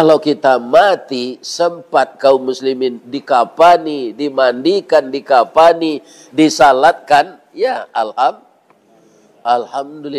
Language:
Minangkabau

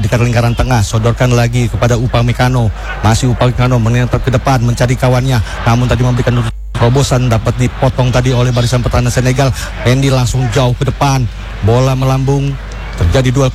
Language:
Indonesian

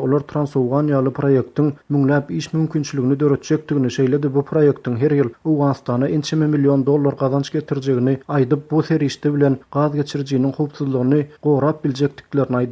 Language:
Turkmen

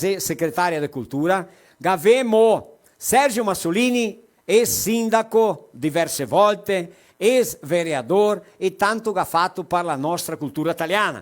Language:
Venetian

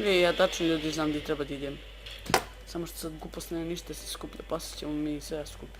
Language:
Bosnian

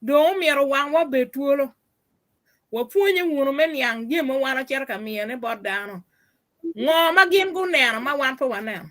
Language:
Acoli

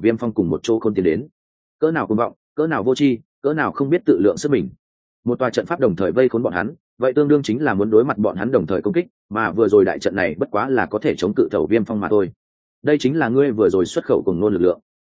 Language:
Vietnamese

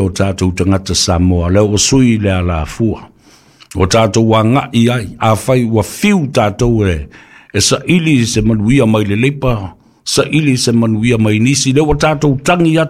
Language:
Samoan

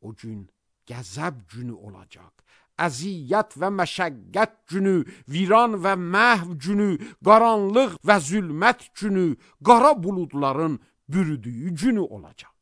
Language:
Azerbaijani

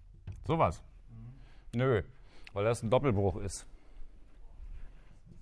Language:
German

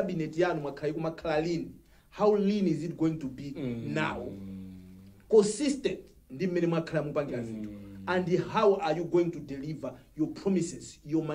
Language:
Nyanja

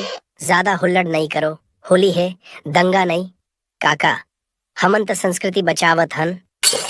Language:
Chhattisgarhi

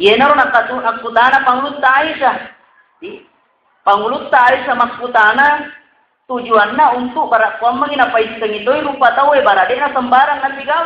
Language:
Buginese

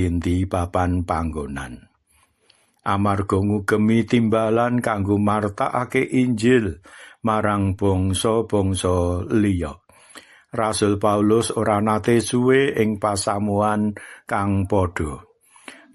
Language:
Javanese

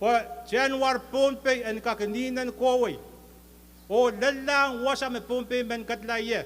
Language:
Pohnpeian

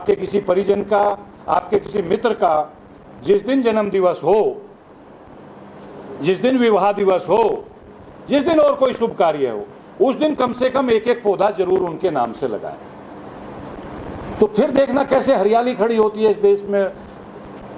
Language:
Hindi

